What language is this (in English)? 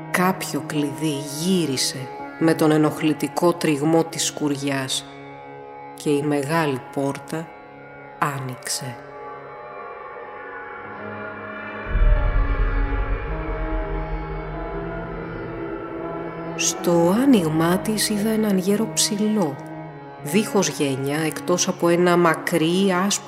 Greek